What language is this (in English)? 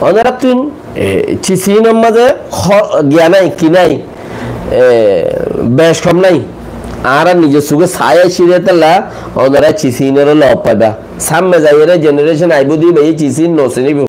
Rohingya